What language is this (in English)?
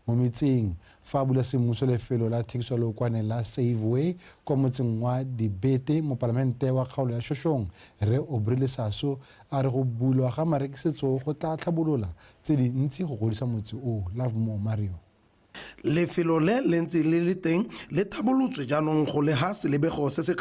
Tswana